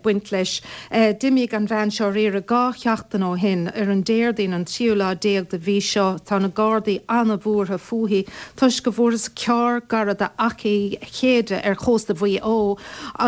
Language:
Irish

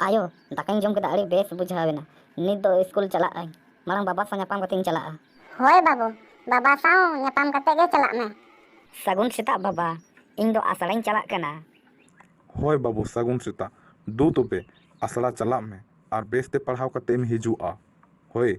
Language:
Santali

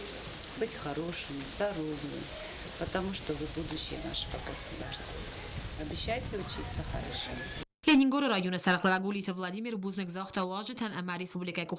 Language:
Ossetic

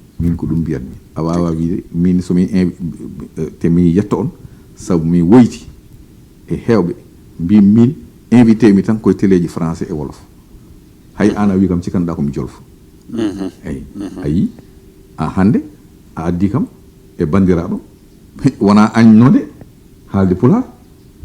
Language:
Fula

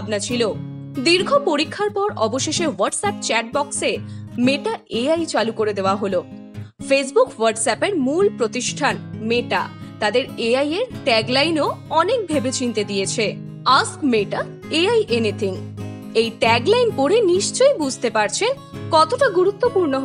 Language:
Bangla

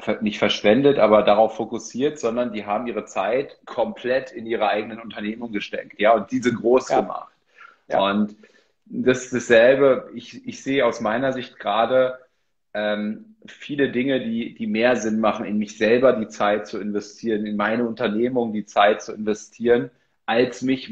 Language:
German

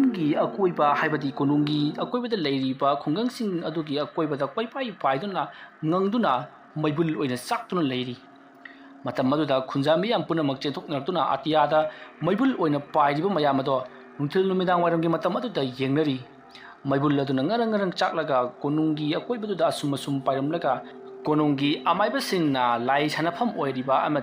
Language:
Manipuri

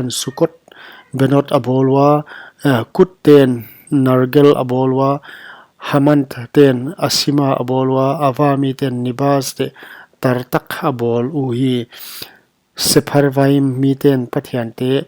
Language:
Paite Chin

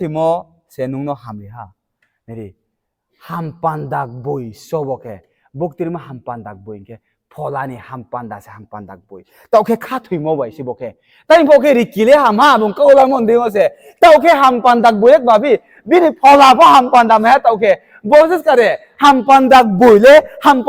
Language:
Riang (India)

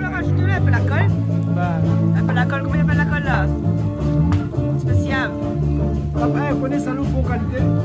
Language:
Réunion Creole French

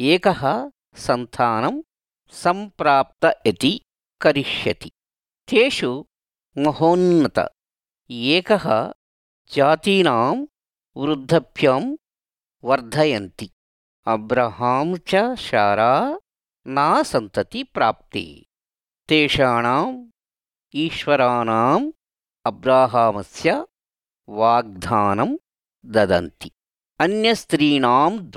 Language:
Sanskrit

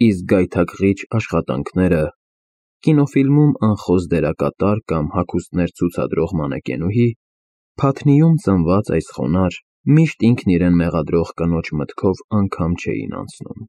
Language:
Armenian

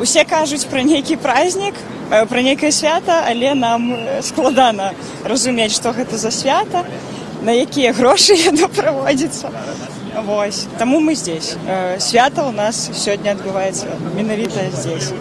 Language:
Belarusian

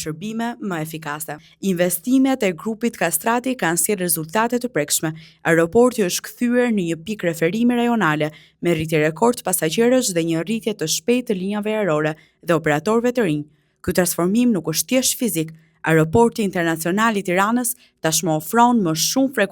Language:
Albanian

